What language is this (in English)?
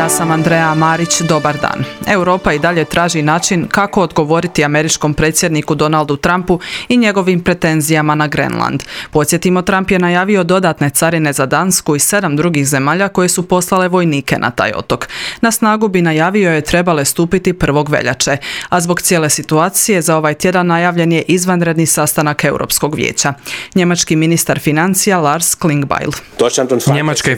Croatian